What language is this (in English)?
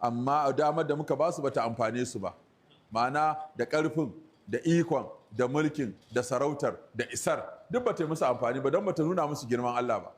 Hausa